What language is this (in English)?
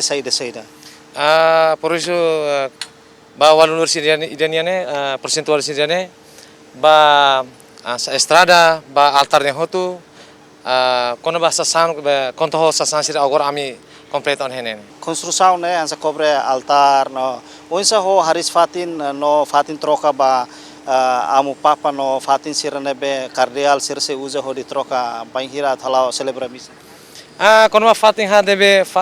Tetum